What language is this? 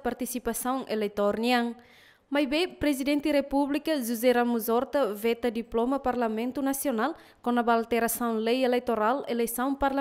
Tetum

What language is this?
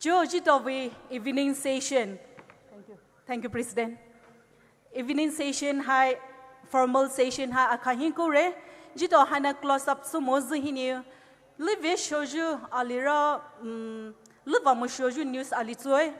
Poumei Naga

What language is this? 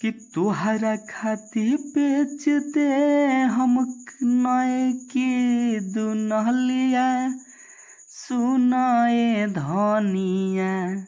Bhojpuri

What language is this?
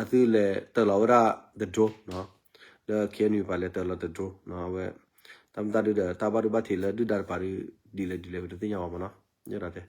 S'gaw Karen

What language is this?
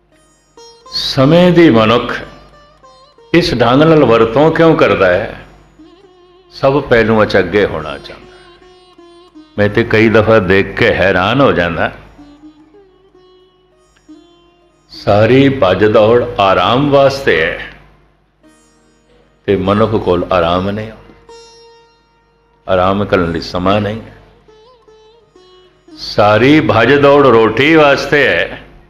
Punjabi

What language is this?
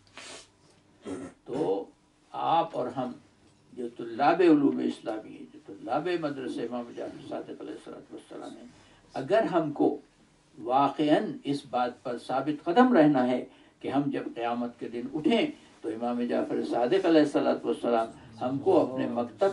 Urdu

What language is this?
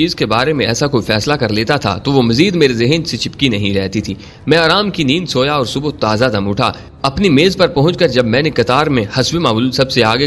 Urdu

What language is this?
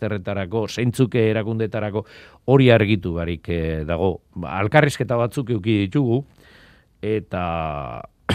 Basque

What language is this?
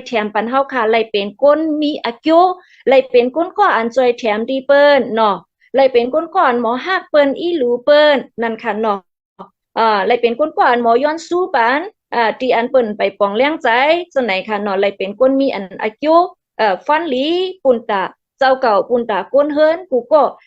Shan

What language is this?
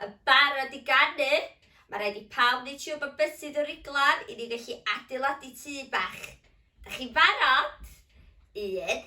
Welsh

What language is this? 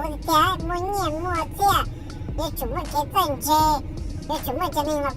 Hmong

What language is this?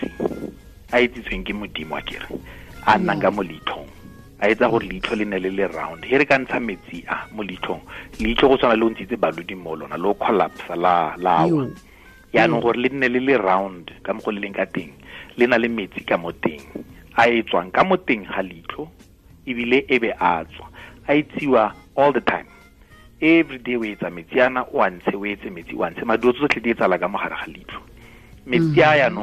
Tswana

